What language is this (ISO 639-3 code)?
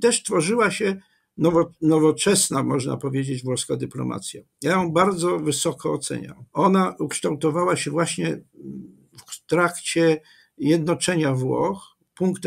pol